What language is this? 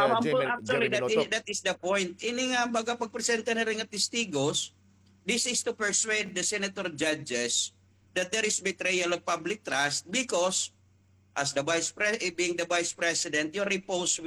Waray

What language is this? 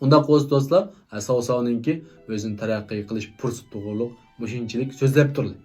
Uyghur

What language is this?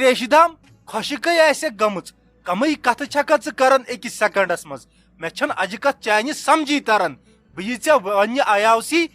Kashmiri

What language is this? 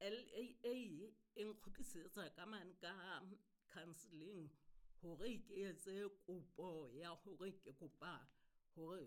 Southern Sotho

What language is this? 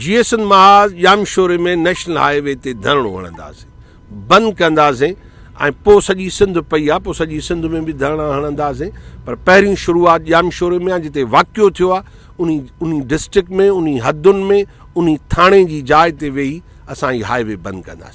Sindhi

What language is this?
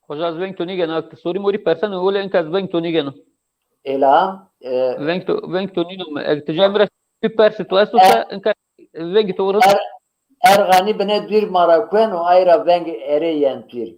Zaza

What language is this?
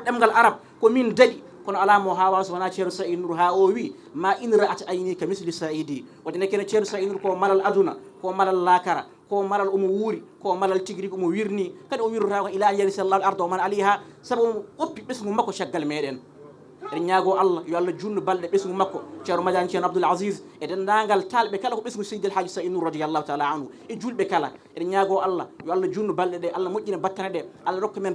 Fula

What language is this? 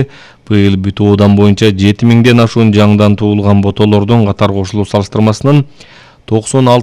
Kyrgyz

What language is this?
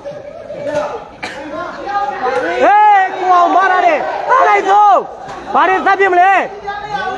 Burmese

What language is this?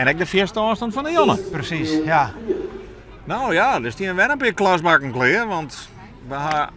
Western Frisian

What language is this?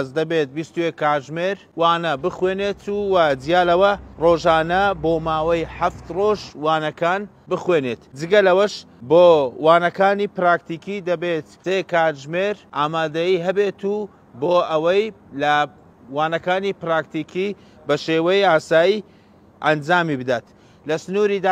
Central Kurdish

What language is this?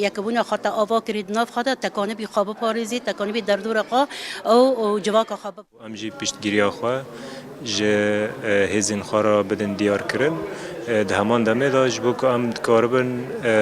Kurdish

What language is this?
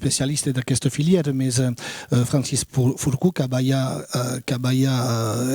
Occitan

